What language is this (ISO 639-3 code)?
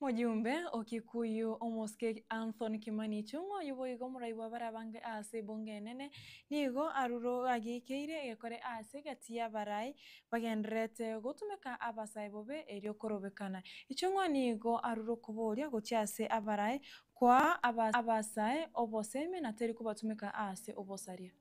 guz